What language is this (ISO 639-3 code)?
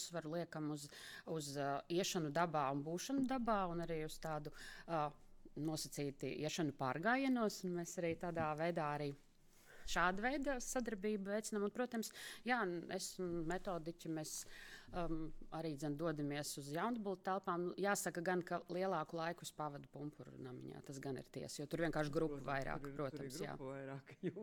lav